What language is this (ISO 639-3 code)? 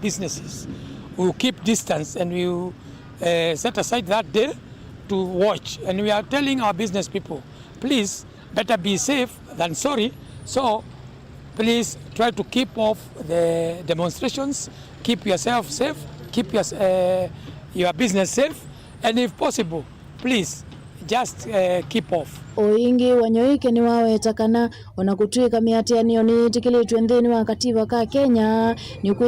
kam